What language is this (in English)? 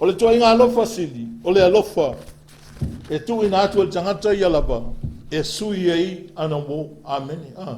Samoan